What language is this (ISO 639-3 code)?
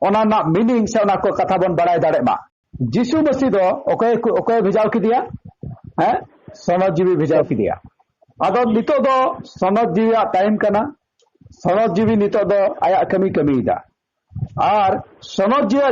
sat